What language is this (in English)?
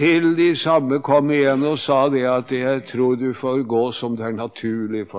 Norwegian